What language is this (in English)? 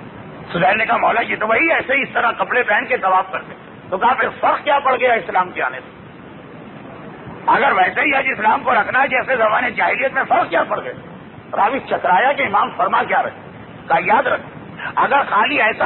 Urdu